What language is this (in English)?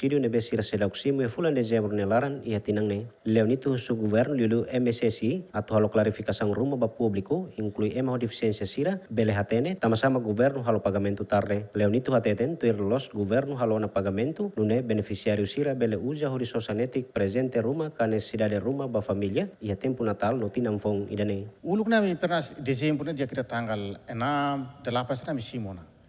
Tetum